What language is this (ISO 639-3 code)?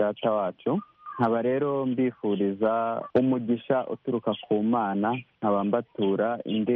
kin